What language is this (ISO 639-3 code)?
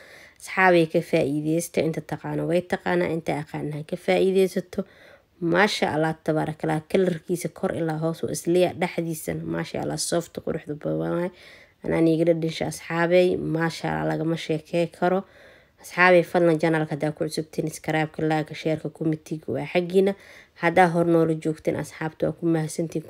som